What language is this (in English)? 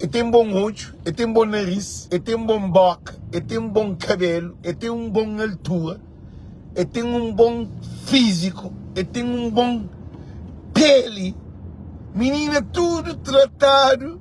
Kabuverdianu